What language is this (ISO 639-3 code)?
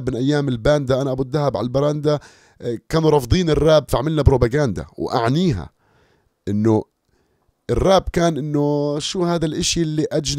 apc